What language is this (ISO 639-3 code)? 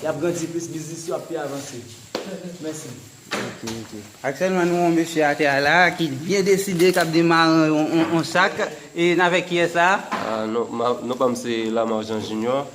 hat